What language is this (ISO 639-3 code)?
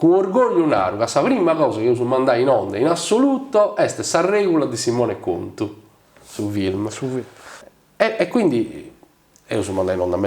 srd